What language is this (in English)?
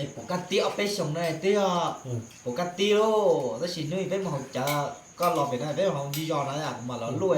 Hmong